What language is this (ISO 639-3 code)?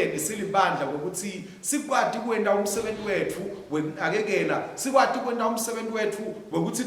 ssw